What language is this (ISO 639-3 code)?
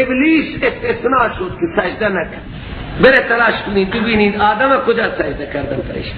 fas